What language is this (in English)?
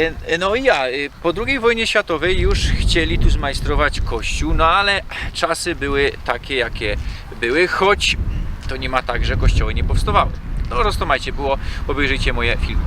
Silesian